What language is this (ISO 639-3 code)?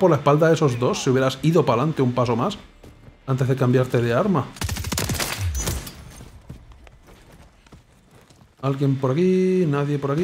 spa